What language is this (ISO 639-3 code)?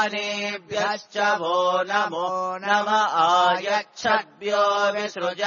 san